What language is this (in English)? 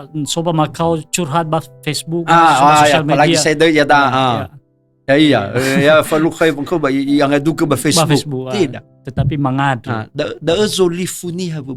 Nias